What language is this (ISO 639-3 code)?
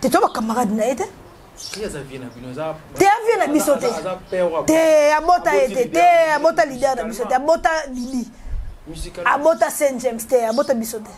lin